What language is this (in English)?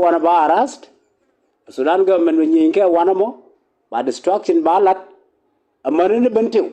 Nuer